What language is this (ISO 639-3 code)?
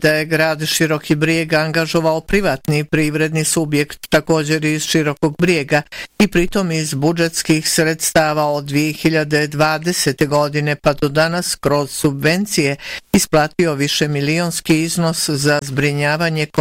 bos